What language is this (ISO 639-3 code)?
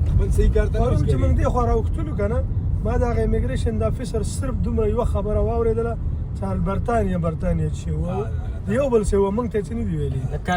pus